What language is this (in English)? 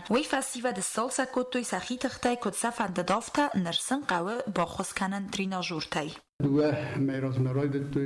Ossetic